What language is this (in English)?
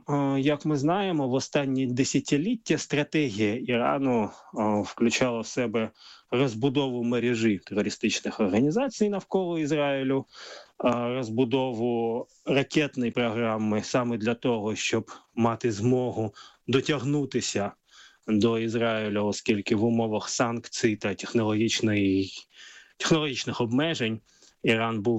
Ukrainian